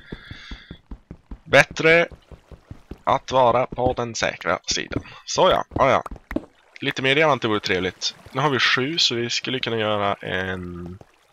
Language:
Swedish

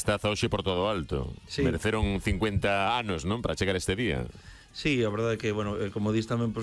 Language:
Galician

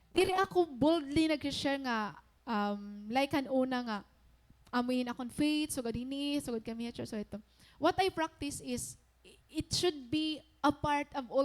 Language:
Waray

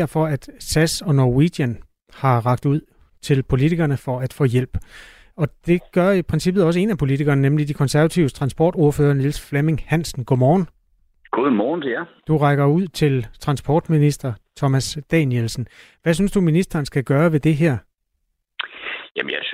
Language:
Danish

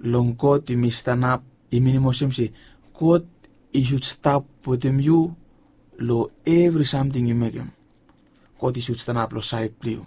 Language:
Bislama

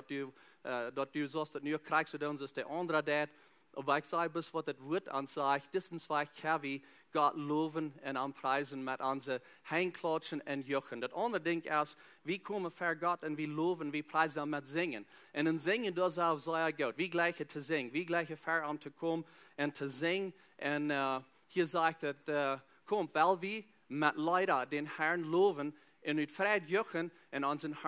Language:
Plautdietsch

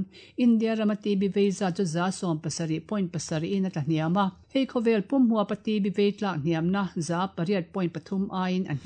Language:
Mizo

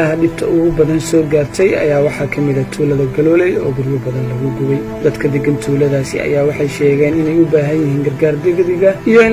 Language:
Somali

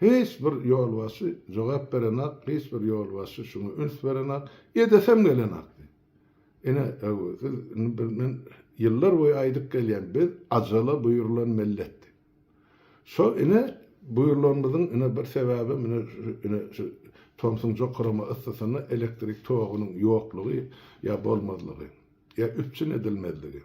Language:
Turkmen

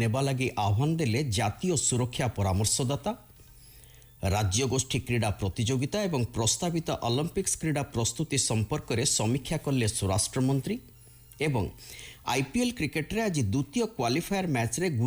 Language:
Odia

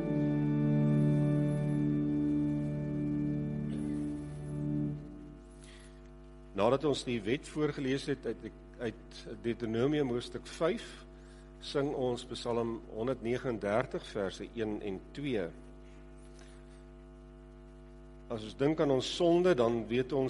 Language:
Afrikaans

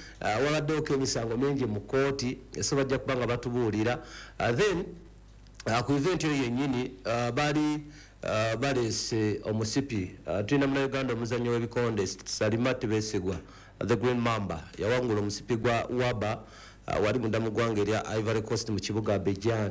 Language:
Ganda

